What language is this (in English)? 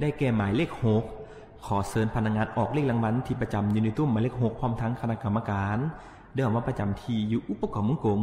Lao